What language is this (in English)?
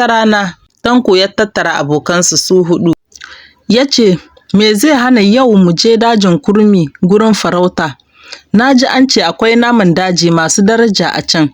Hausa